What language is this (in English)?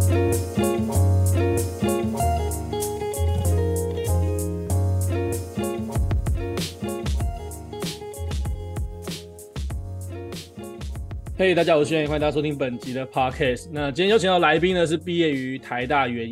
Chinese